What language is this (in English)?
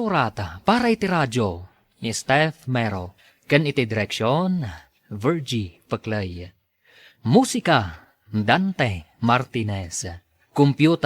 Iloko